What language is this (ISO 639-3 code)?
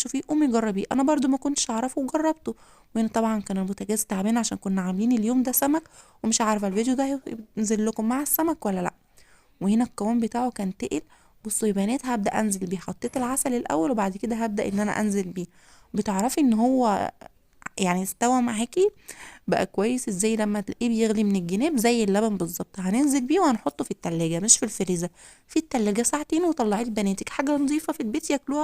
arz